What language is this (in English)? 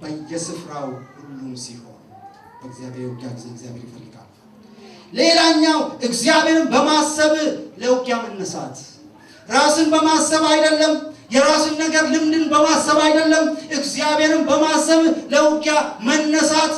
Amharic